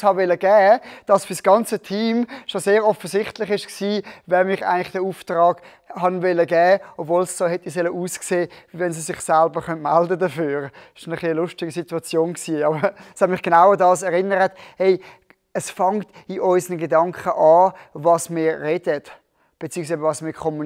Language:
Swiss German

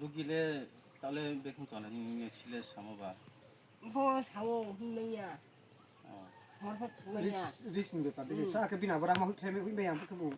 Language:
Riang (India)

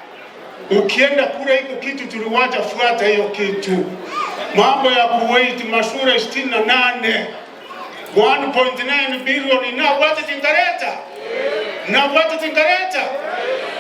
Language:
Gusii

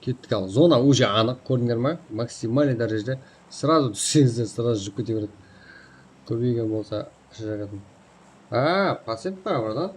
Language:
Kara-Kalpak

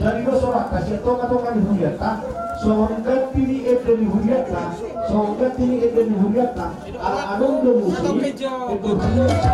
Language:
Batak Toba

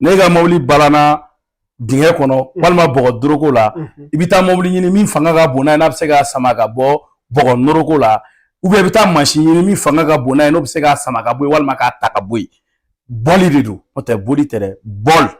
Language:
Bambara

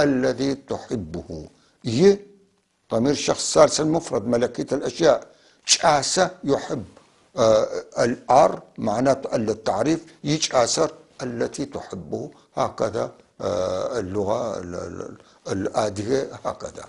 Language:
North Levantine Arabic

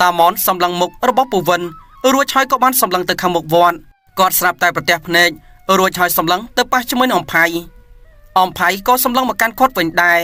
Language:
Khmer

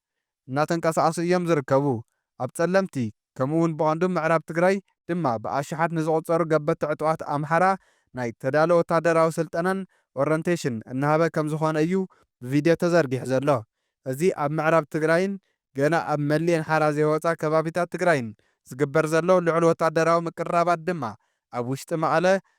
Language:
Tigrinya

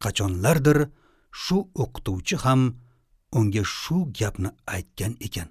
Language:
Uzbek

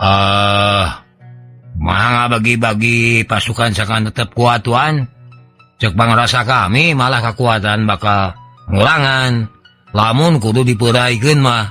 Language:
Sundanese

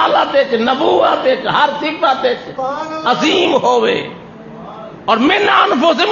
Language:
Saraiki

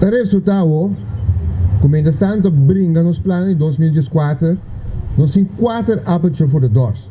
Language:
Papiamento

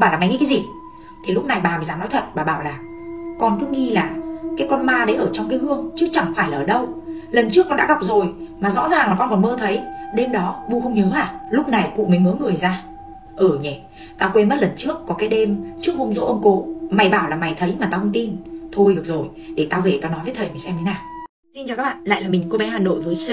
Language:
Vietnamese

